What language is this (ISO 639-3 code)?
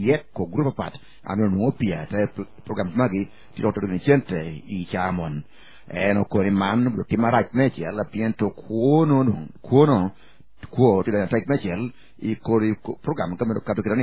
ach